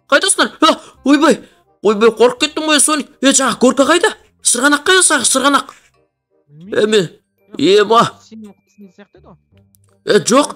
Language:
Kazakh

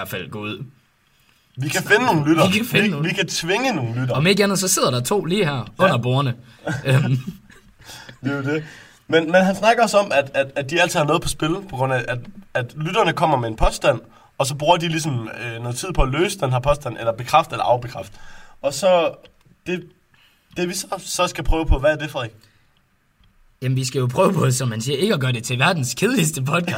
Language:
Danish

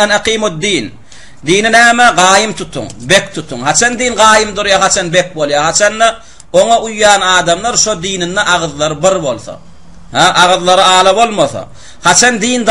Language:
Turkmen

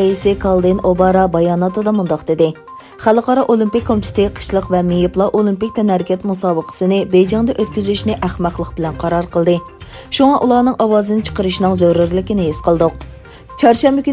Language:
Uyghur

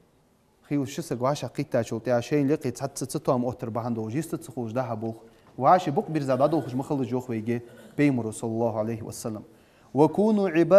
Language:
Ingush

